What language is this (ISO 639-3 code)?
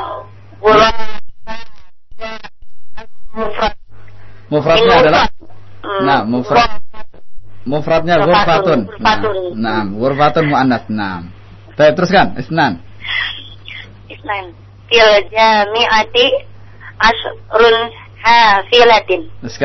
ind